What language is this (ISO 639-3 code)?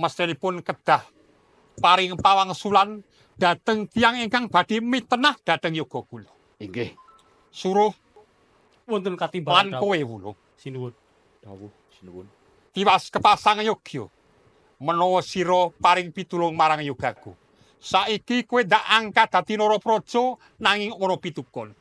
jav